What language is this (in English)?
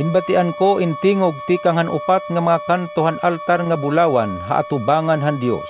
Waray